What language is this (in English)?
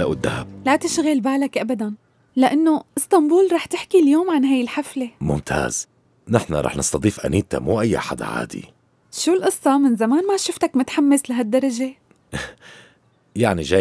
North Levantine Arabic